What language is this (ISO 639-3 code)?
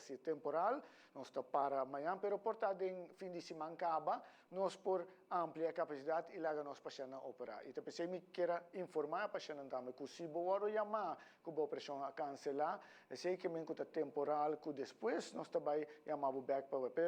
pap